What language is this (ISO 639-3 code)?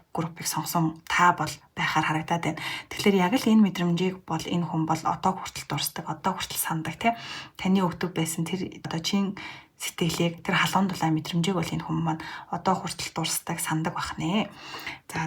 mon